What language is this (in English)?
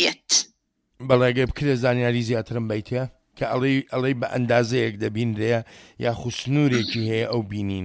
Central Kurdish